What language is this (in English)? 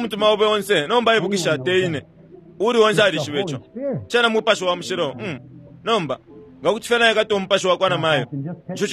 Bemba